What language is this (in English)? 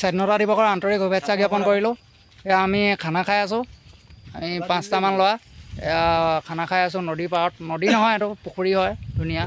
Assamese